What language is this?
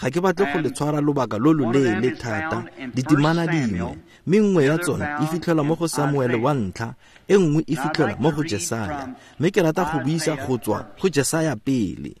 Tswana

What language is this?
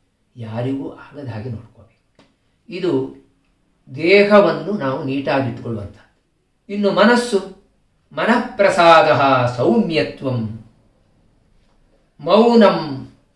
Kannada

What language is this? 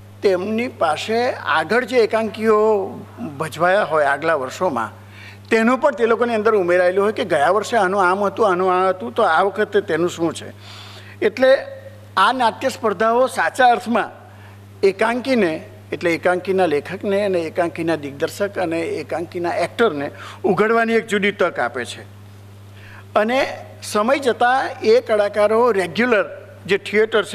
Gujarati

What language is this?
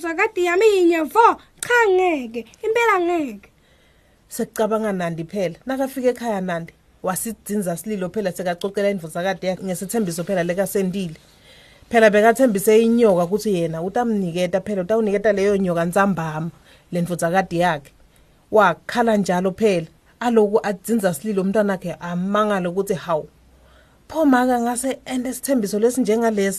Swati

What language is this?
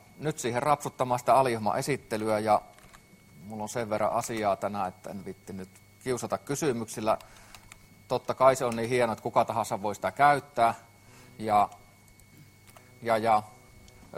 Finnish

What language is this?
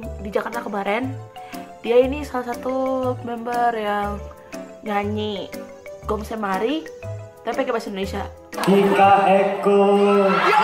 Indonesian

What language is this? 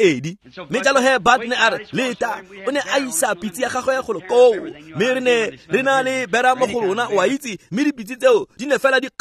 Tswana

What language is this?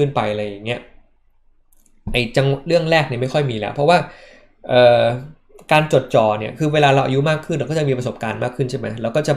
Thai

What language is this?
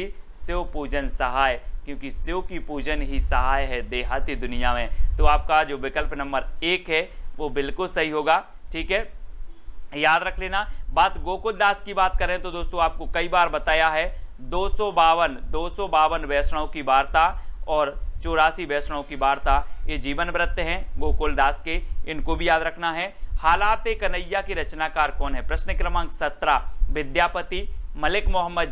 Hindi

